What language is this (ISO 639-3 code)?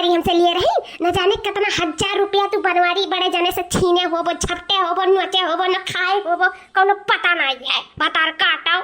awa